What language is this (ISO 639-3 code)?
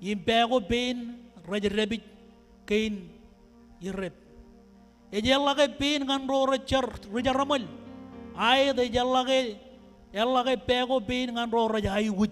mah